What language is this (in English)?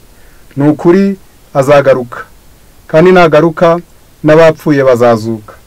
Kinyarwanda